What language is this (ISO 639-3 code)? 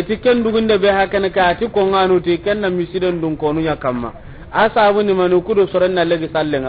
snk